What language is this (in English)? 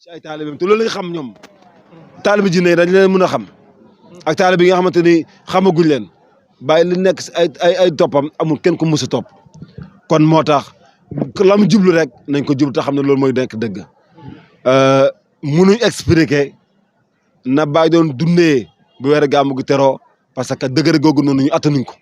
Wolof